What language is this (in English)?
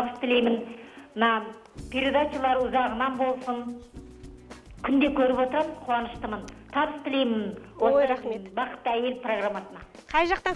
Kazakh